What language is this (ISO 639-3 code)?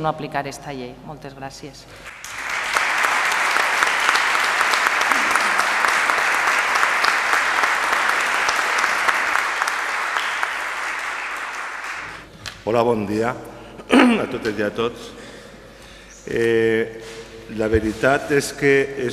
cat